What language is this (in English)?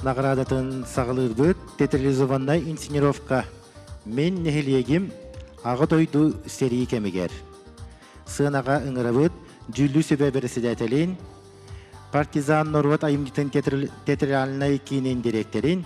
Yakut